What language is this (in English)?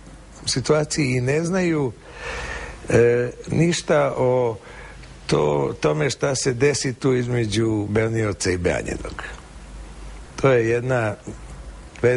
Serbian